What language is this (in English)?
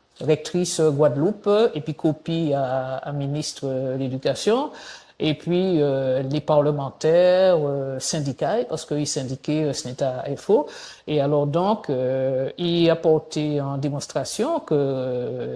Guadeloupean Creole French